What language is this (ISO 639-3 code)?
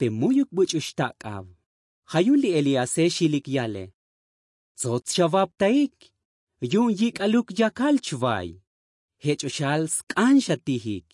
tzo